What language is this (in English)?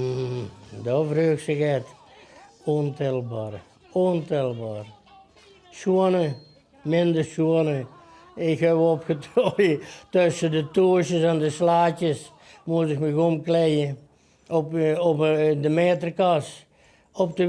Limburgish